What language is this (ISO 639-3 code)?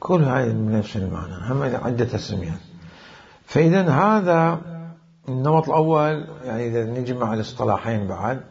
acm